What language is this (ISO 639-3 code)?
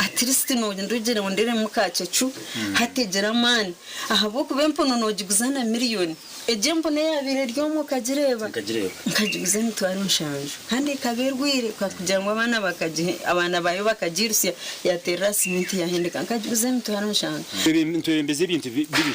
nyn